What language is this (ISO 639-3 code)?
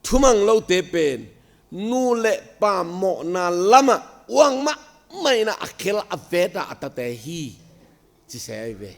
ctd